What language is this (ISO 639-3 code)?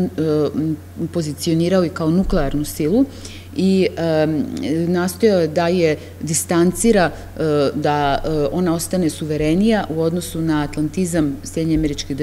srp